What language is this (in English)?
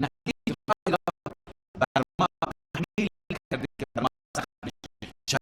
Persian